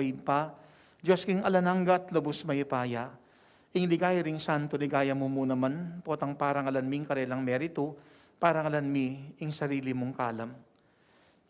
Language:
Pampanga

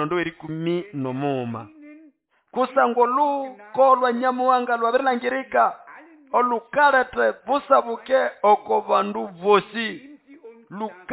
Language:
Nande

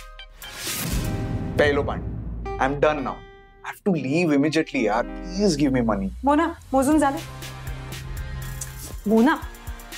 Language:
Marathi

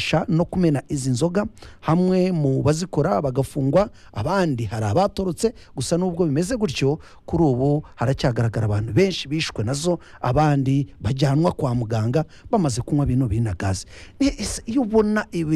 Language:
Kinyarwanda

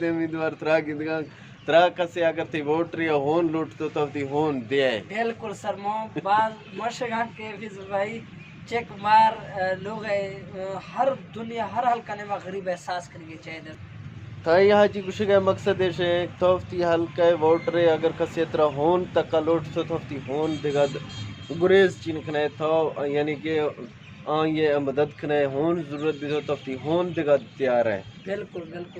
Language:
Eastern Balochi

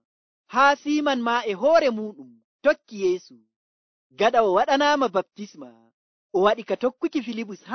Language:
Nigerian Fulfulde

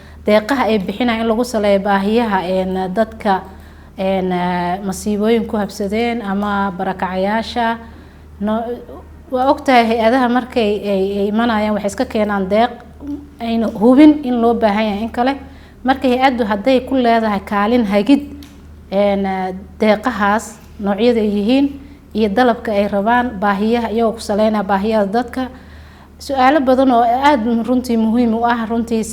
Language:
Somali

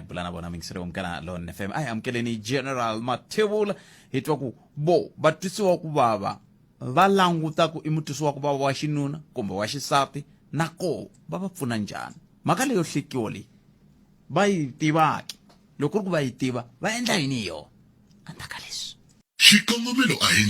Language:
Tsonga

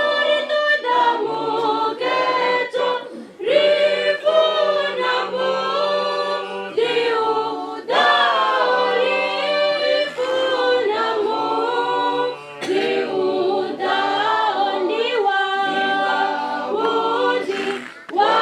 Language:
Venda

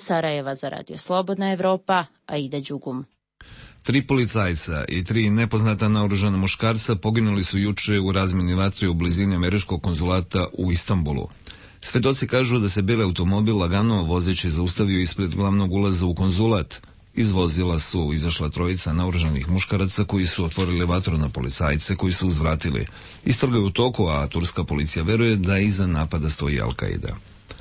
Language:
Serbian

